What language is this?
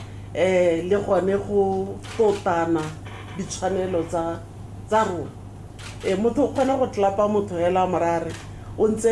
Tswana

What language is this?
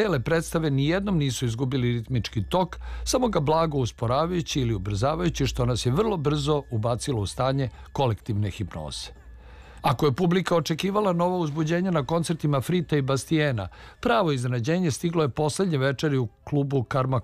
Serbian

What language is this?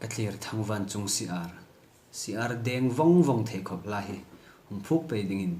Hmar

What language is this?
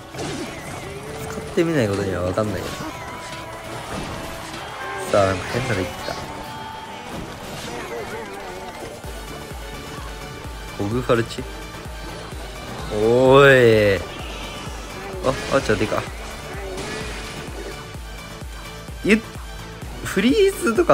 Japanese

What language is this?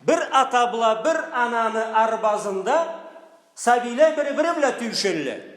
Karachay-Balkar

